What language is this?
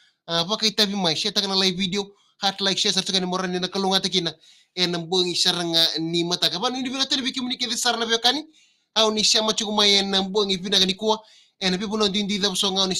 Fijian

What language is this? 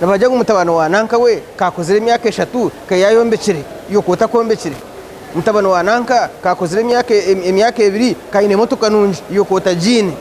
Nyankole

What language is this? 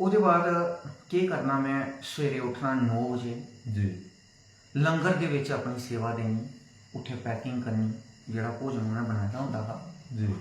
Dogri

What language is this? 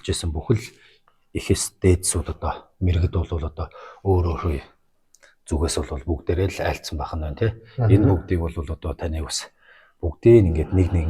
Mongolian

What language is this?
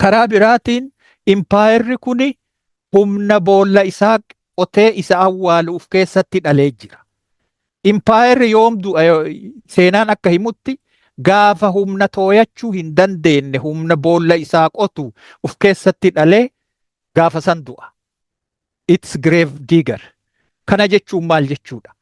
Oromo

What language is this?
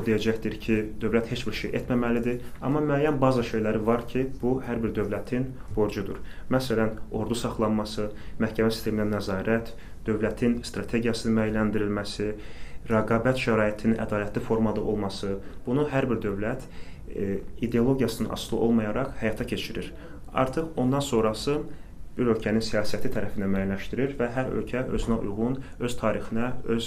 Azerbaijani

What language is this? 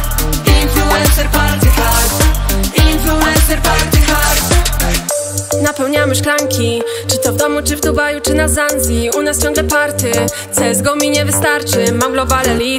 Polish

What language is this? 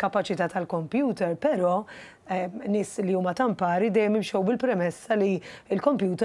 Maltese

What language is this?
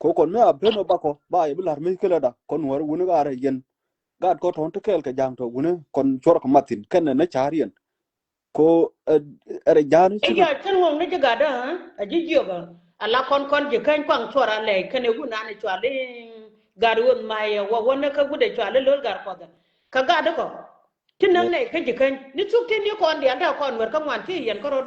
Nuer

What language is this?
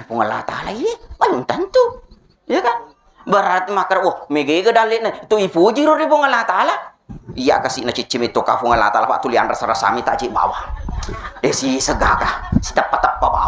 Buginese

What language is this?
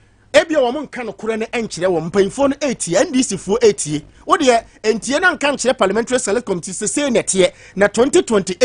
Akan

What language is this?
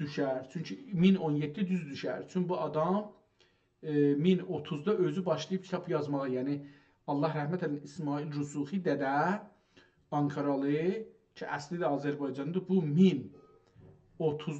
South Azerbaijani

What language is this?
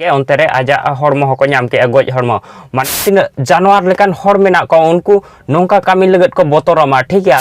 Santali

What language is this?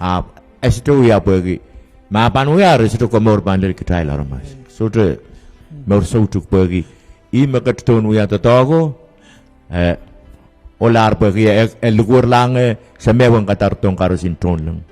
Pohnpeian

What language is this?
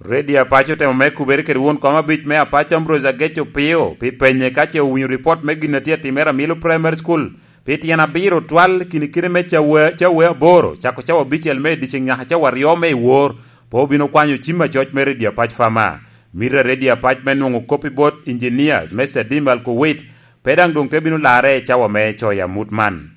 Lango (Uganda)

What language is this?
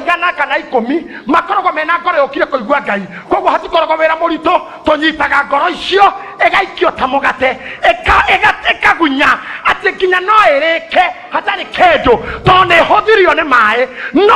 Kikuyu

